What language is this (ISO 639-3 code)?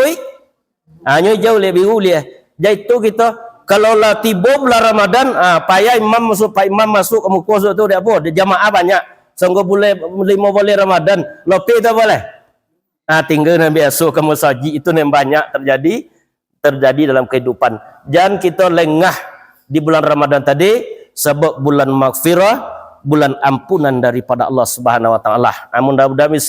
min